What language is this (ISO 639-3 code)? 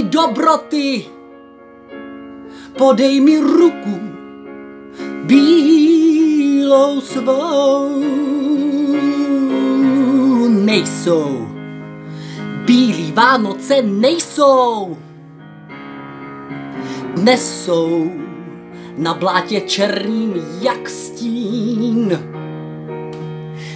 ces